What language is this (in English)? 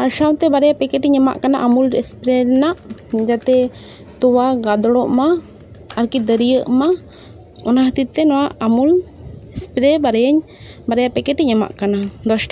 Santali